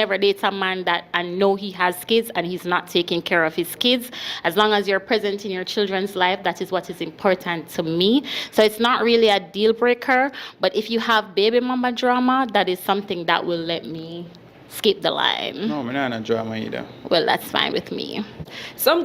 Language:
Jamaican Creole English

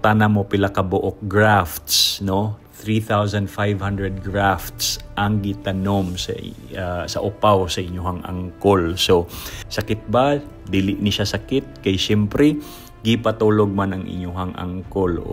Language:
Cebuano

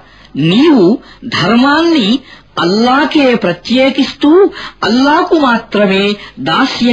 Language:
Telugu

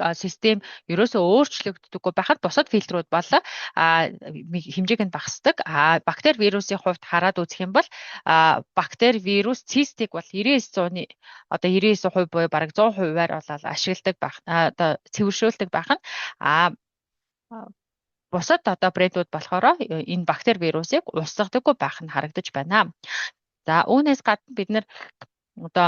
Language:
Mongolian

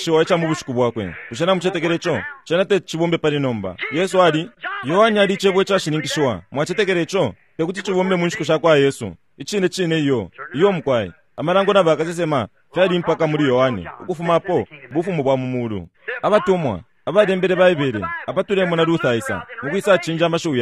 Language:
Bemba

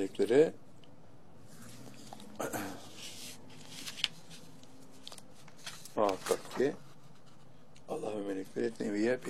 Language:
Turkish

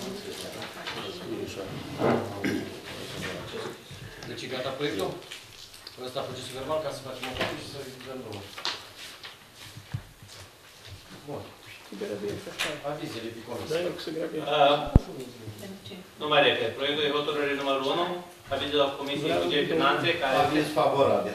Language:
Romanian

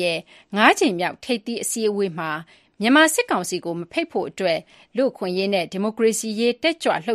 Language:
Burmese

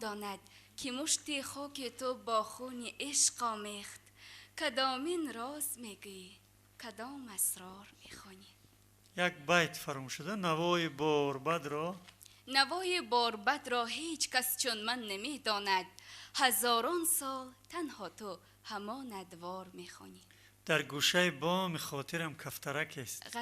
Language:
Tajik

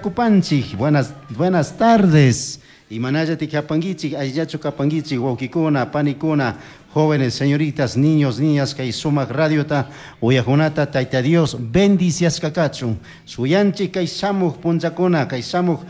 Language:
Chimborazo Highland Quichua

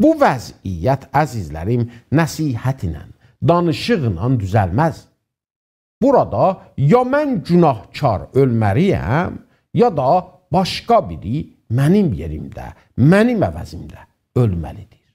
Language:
South Azerbaijani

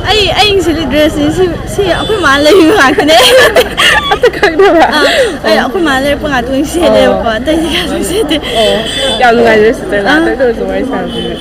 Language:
Manipuri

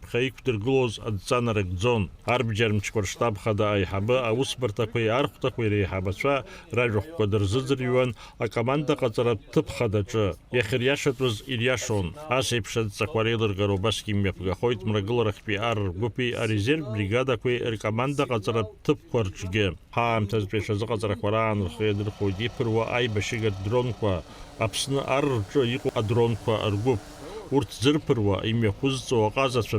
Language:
Abkhazian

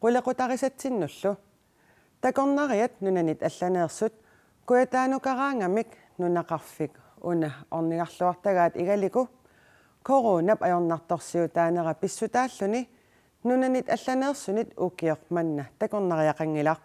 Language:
Kalaallisut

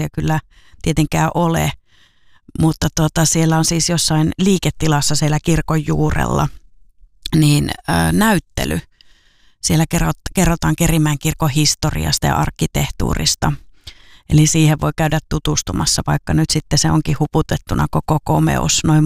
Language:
Finnish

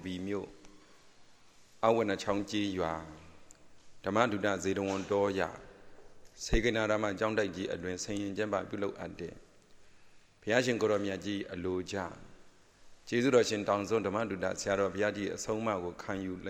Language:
Burmese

